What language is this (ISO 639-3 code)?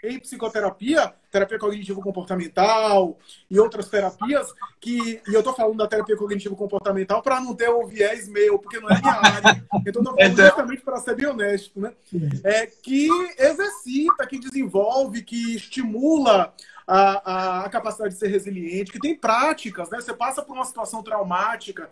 por